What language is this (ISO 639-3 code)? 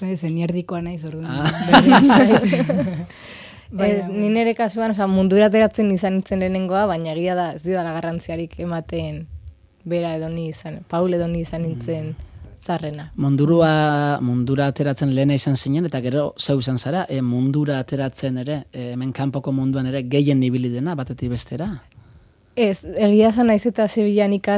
eus